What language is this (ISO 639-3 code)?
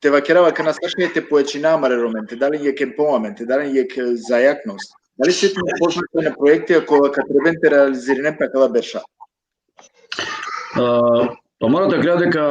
rmn